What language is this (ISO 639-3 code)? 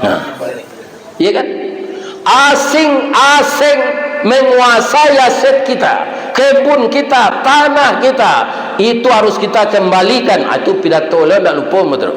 min